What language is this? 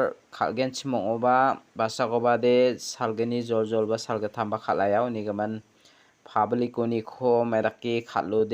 Garo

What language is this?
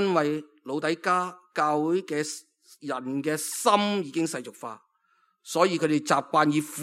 Cantonese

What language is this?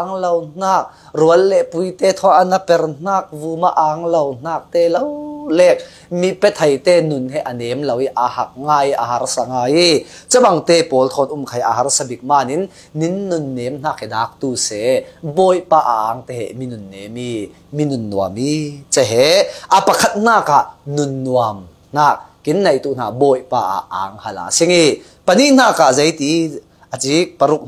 Falam Chin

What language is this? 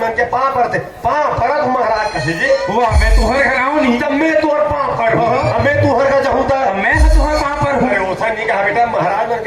Chhattisgarhi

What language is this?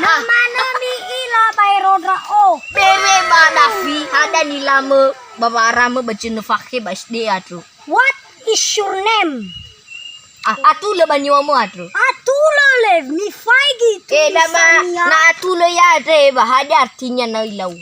Nias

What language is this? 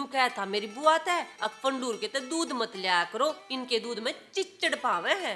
Haryanvi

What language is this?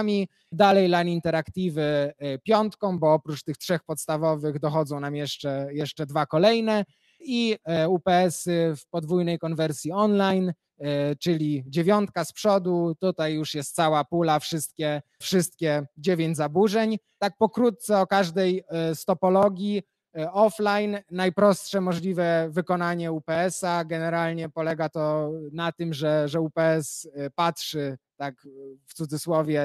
Polish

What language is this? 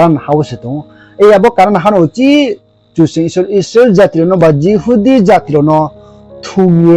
Riang (India)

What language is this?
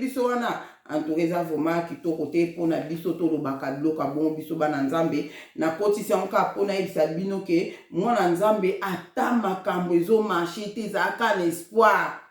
Lingala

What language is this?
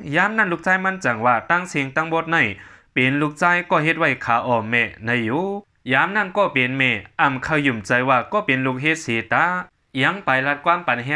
Shan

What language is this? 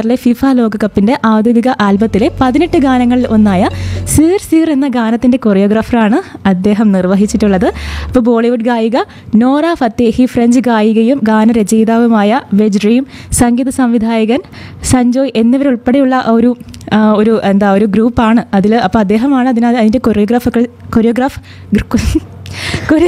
Malayalam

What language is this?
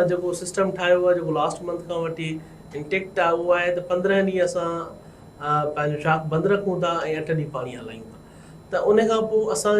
Sindhi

